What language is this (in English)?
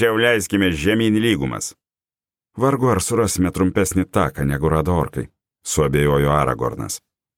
Lithuanian